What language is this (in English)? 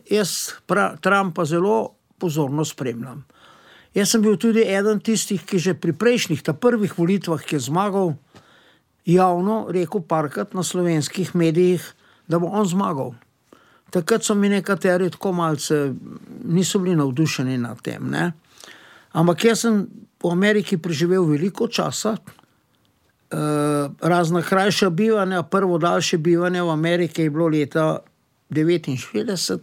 Slovenian